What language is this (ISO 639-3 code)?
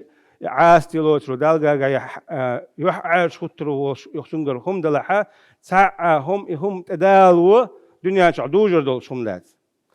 che